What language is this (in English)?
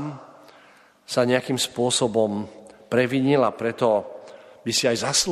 Slovak